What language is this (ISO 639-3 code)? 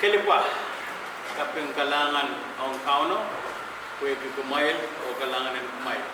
pon